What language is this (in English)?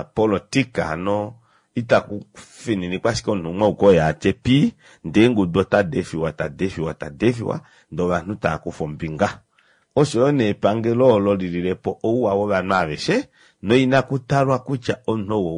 Kuanyama